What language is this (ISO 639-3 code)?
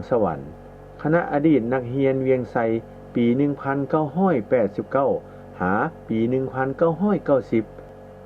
lao